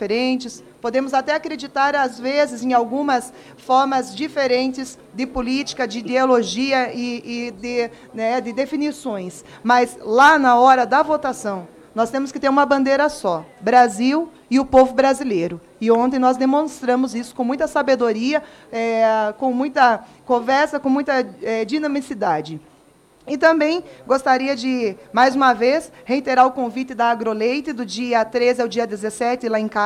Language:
Portuguese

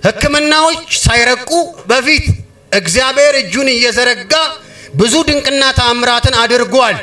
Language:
Amharic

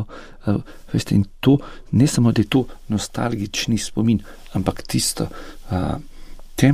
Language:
Slovenian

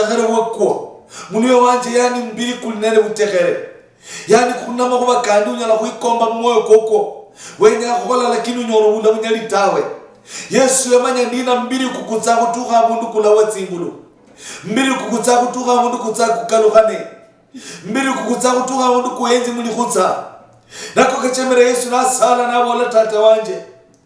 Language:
Luyia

